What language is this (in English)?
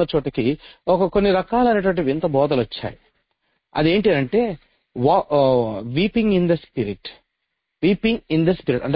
Telugu